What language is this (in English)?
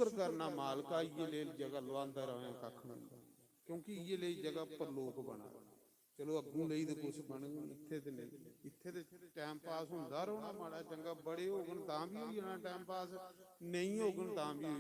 Dogri